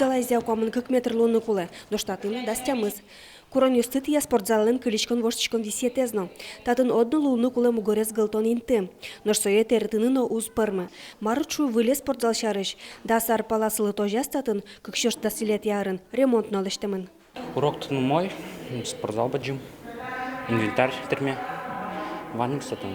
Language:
Udmurt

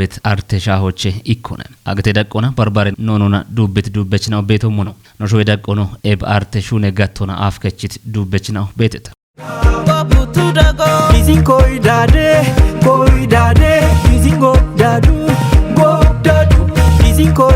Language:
Kafa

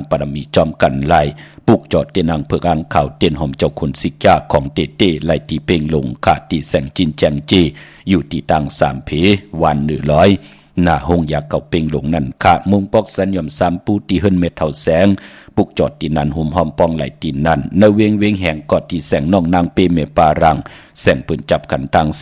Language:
Shan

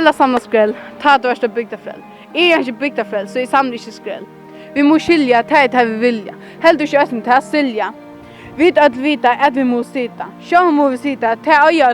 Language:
Faroese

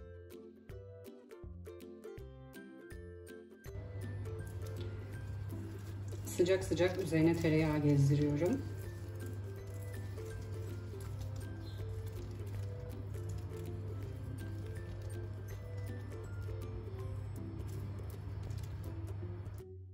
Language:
Turkish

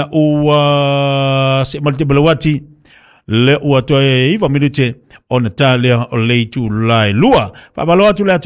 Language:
Samoan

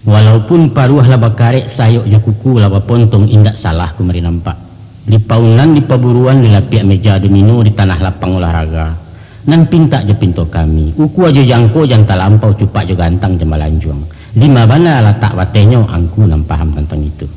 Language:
Minangkabau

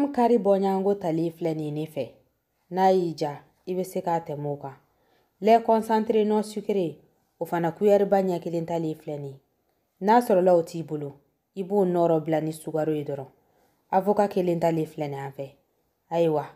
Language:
Bambara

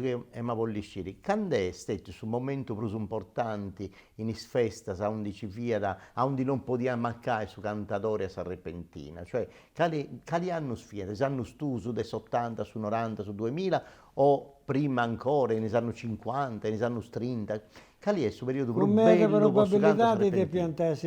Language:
Sardinian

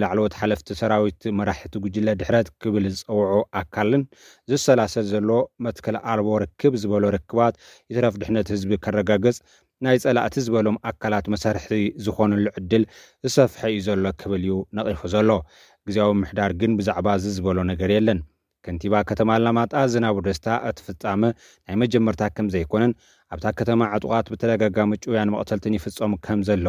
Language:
Tigrinya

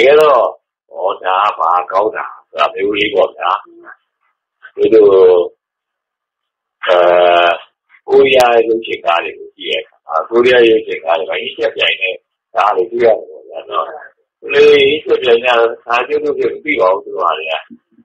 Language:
Burmese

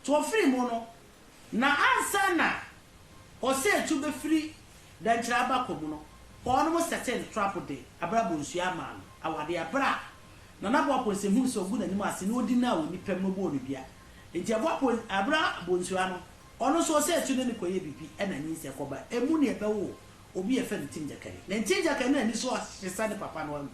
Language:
Akan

